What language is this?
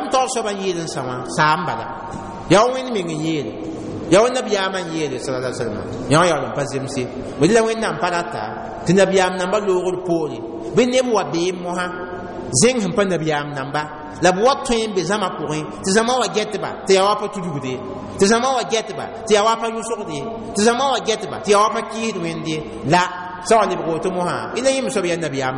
Mossi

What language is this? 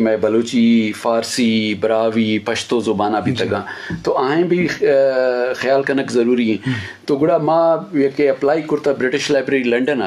Eastern Balochi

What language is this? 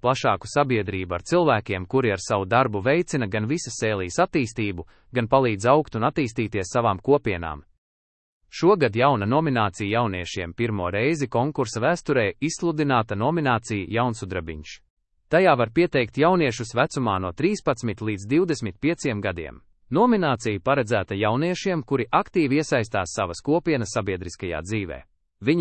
Latvian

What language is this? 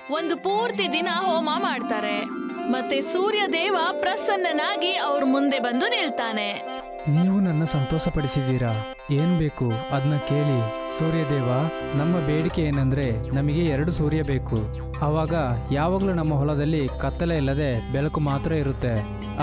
Kannada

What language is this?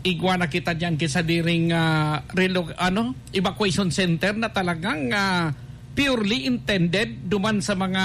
Bikol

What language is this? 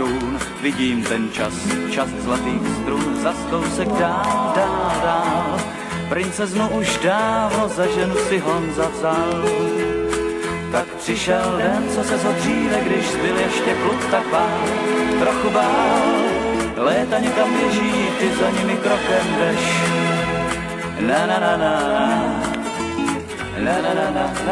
Czech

